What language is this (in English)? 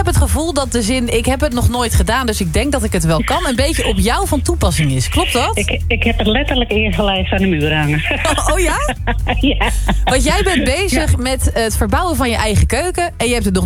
Dutch